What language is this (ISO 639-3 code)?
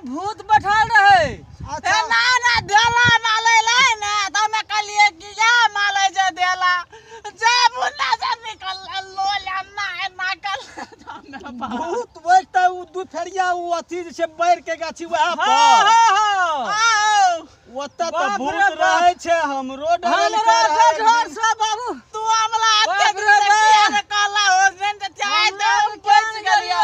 mai